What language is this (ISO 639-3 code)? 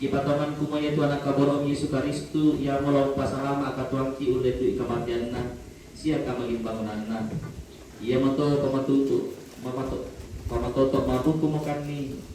sda